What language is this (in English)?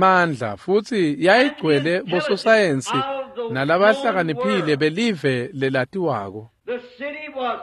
Swati